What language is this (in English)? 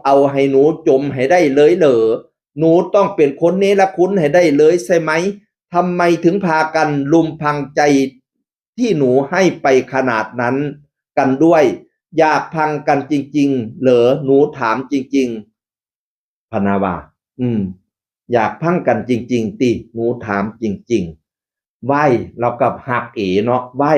Northeastern Thai